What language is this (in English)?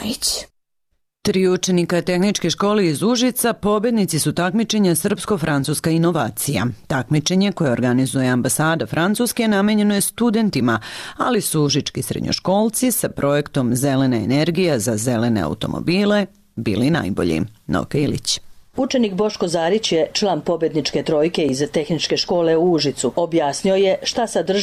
Serbian